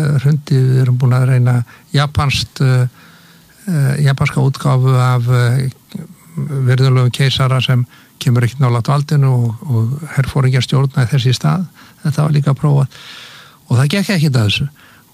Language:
Icelandic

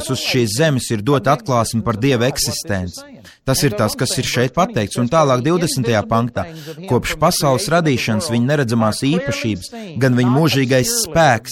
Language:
Latvian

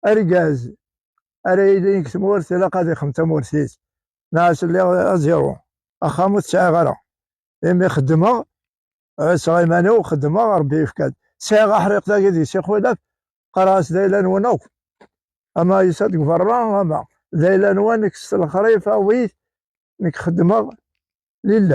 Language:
Kabyle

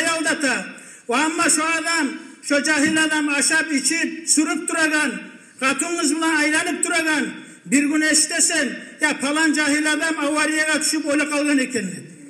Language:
Kumyk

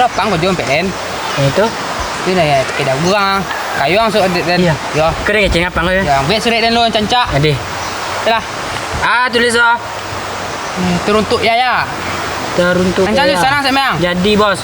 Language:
Minangkabau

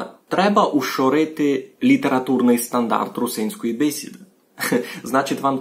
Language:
Rusyn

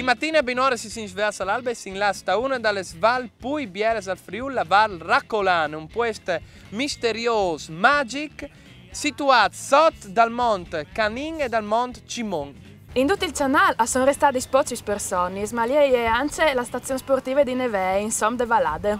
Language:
Friulian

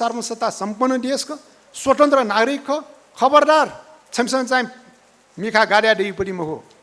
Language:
Newari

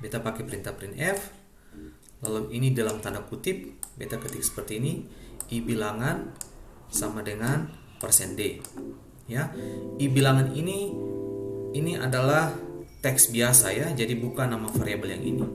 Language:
Ambonese Malay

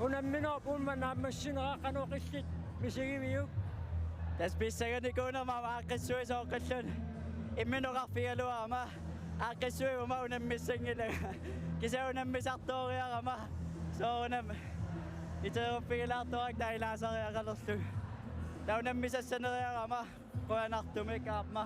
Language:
Kalaallisut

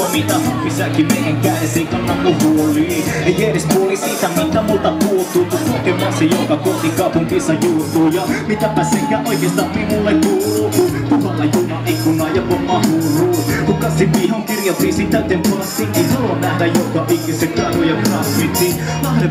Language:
Finnish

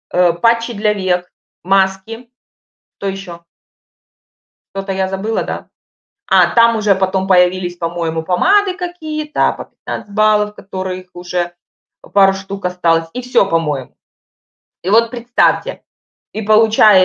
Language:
Russian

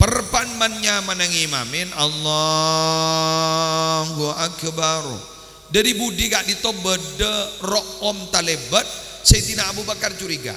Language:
Madurese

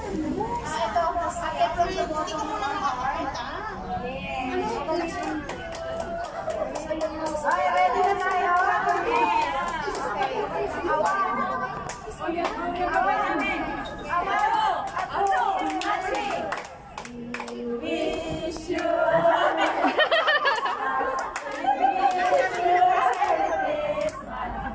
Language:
Filipino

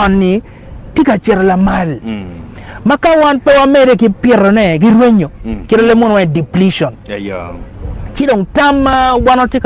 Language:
Acoli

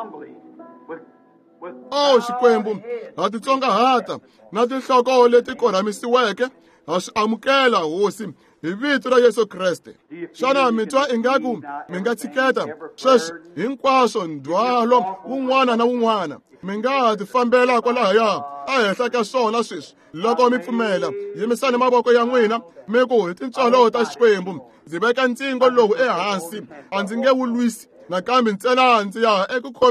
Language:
Tsonga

